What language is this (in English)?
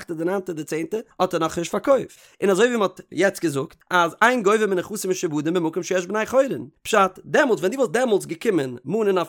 Yiddish